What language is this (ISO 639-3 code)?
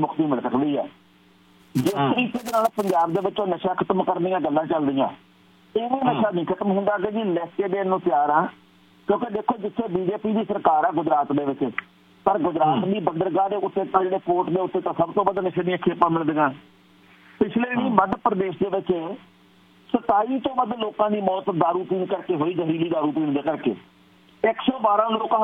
pan